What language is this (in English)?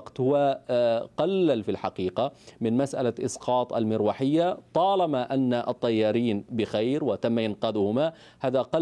Arabic